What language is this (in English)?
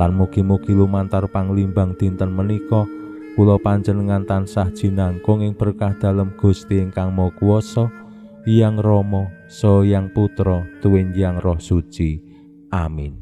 Javanese